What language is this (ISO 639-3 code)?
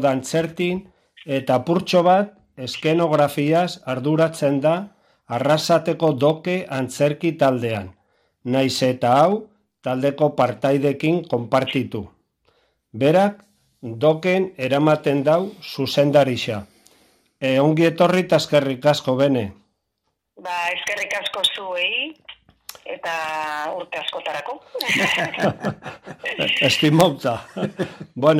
eus